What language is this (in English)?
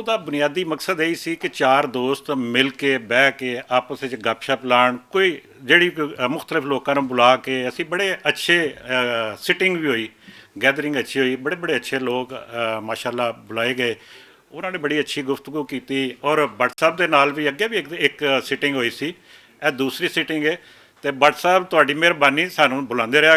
Western Panjabi